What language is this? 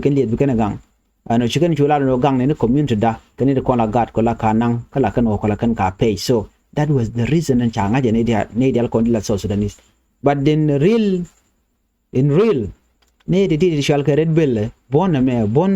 Nuer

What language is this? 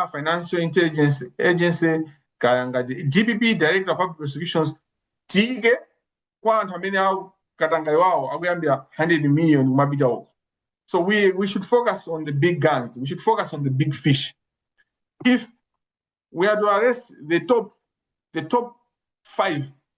Nyanja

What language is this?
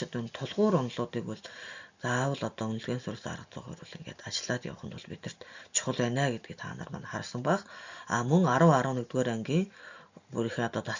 Mongolian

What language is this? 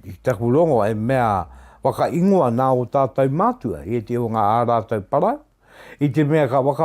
Māori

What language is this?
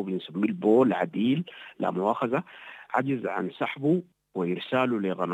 Sudanese Arabic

